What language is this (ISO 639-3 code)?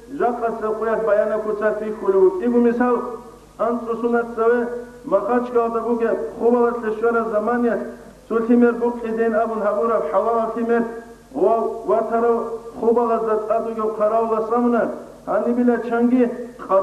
ava